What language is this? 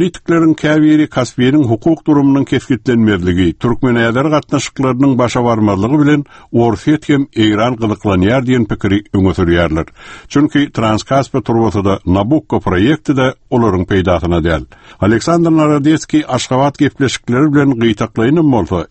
Turkmen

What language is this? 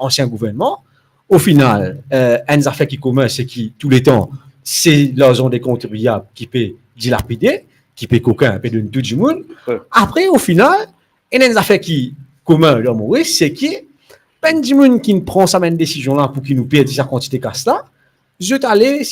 Morisyen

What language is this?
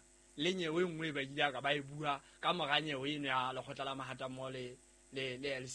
Southern Sotho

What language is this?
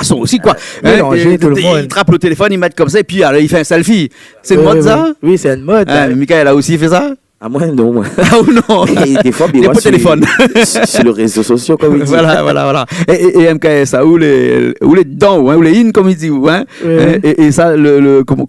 Réunion Creole French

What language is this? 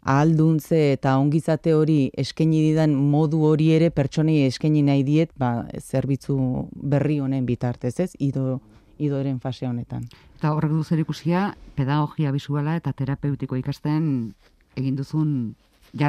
Basque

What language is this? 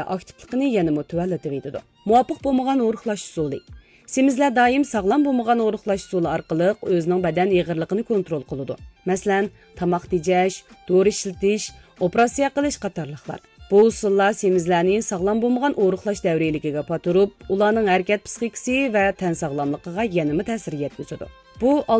Uyghur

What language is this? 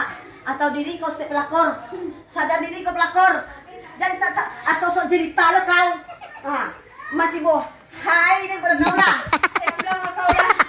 Minangkabau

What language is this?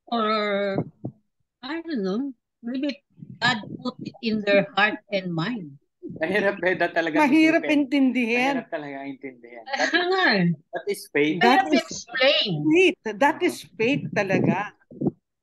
Filipino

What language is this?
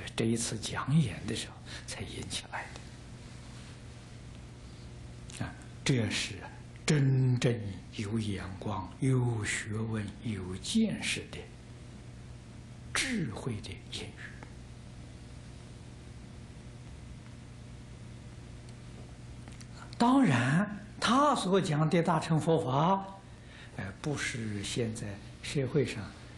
Chinese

